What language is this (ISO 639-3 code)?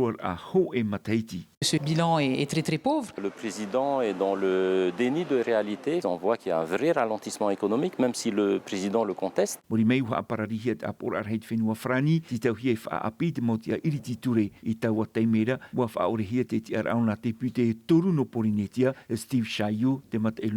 tah